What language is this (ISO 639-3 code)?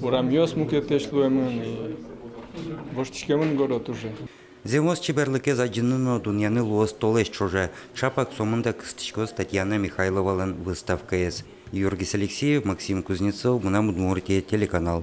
udm